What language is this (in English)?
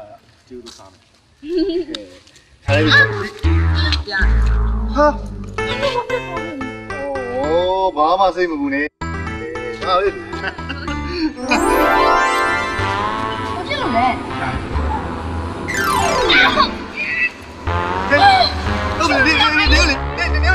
Burmese